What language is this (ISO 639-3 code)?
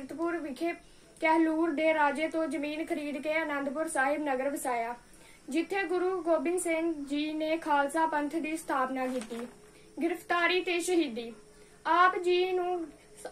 pan